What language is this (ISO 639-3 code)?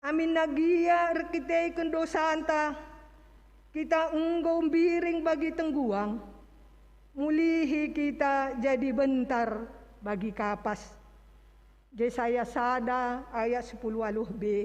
btx